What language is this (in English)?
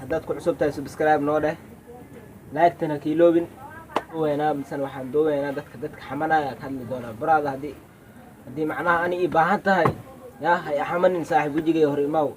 Somali